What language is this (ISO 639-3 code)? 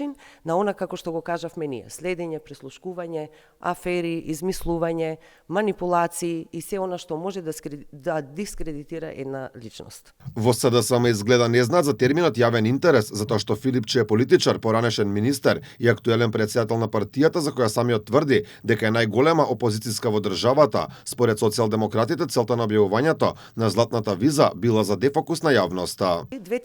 mkd